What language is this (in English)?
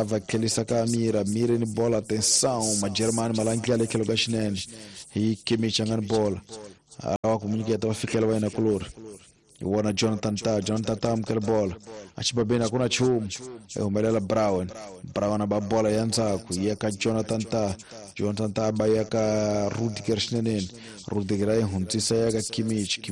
Tsonga